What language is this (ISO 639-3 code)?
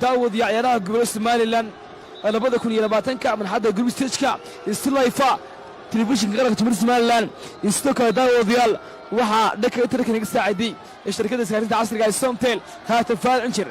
som